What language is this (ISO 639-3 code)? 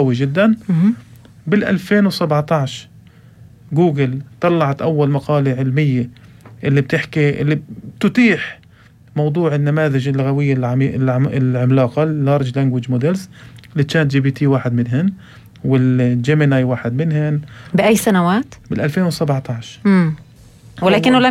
apc